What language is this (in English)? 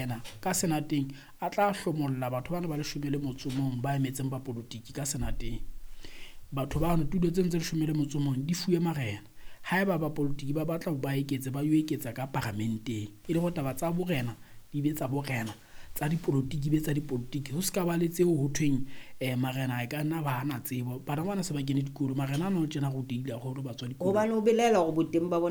Southern Sotho